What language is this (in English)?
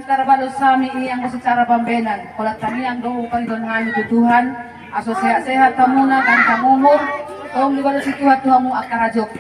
Batak Toba